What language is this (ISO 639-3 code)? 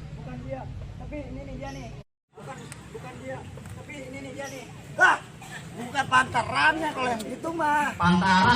bew